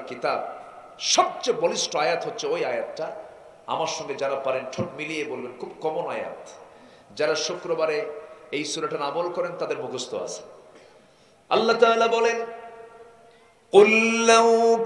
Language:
Bangla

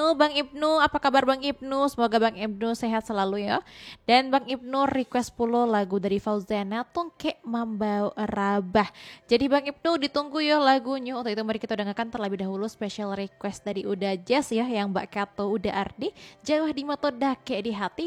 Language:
Minangkabau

